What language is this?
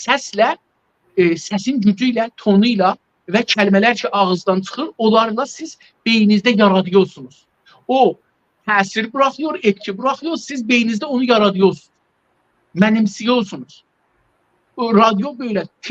South Azerbaijani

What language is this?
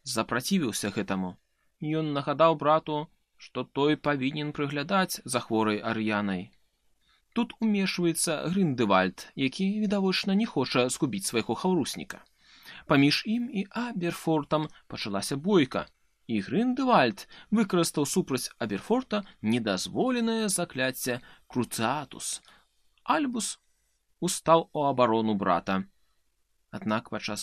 Belarusian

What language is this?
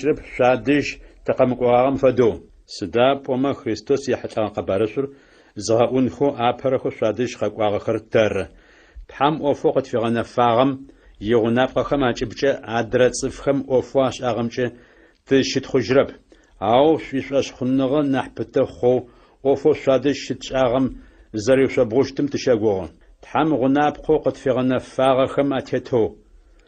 Adyghe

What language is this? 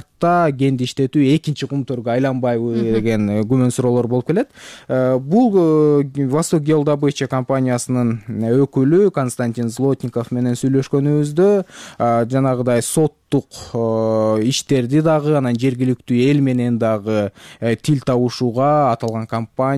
Kyrgyz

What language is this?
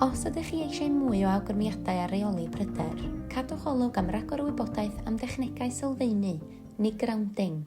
Welsh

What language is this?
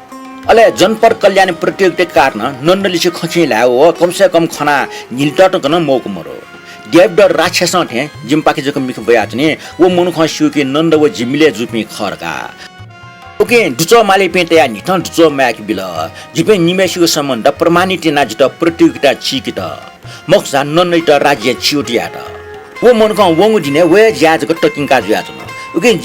Newari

